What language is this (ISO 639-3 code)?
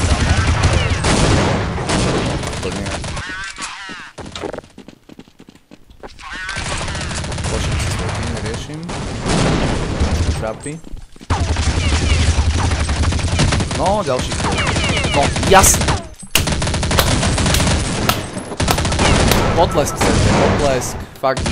slk